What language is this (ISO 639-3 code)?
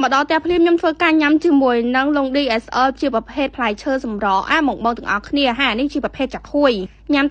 khm